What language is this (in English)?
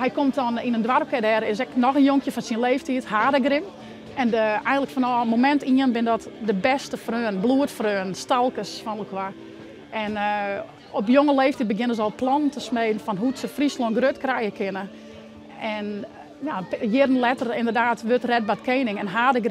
Western Frisian